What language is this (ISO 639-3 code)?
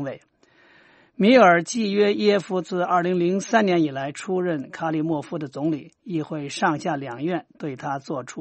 zho